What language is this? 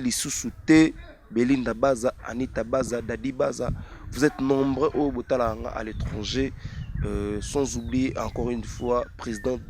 Lingala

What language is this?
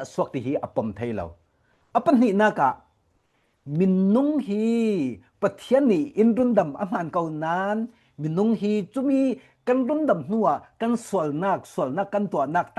Falam Chin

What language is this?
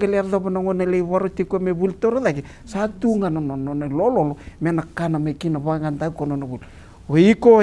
Fijian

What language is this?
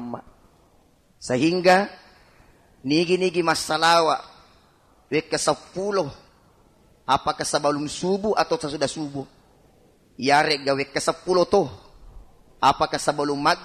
Buginese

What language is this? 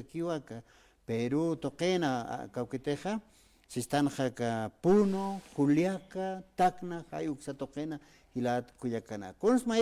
Aymara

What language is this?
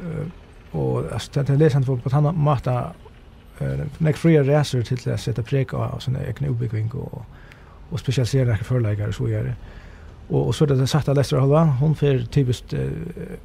Faroese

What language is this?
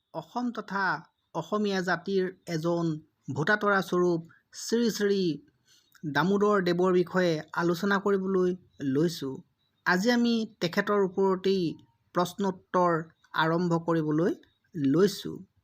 Assamese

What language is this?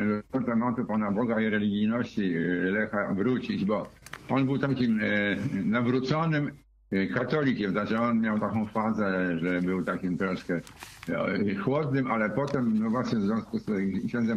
Polish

